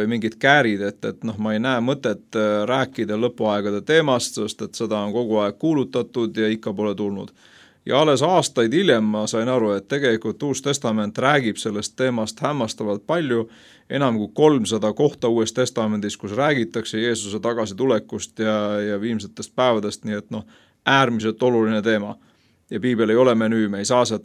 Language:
Estonian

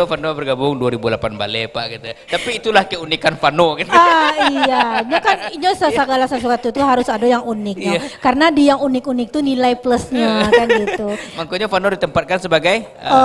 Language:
Minangkabau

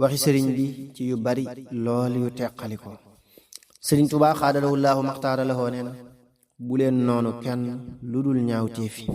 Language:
Wolof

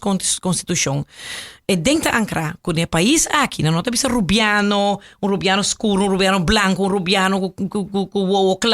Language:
Papiamento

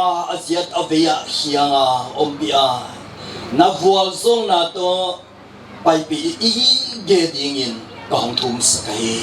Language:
Paite Chin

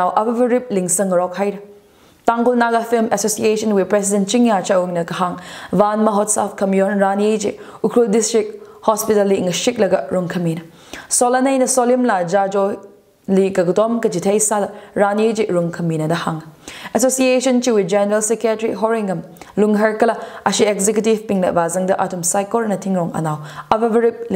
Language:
Tangkhul Naga (India)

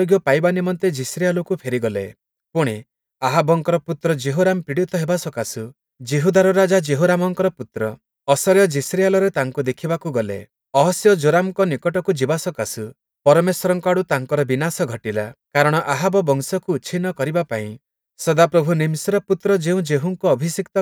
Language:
Odia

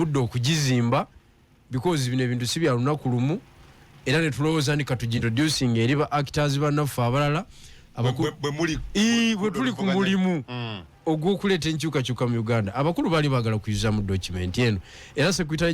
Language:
Ganda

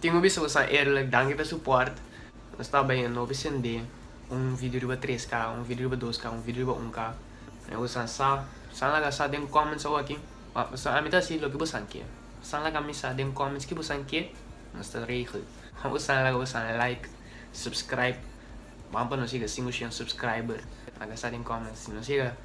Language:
Papiamento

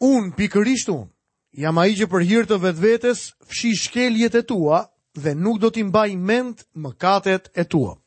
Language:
Albanian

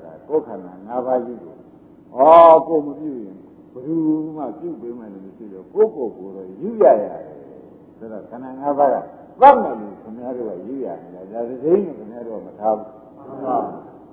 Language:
Burmese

